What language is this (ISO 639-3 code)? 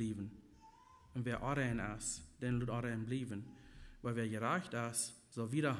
pdt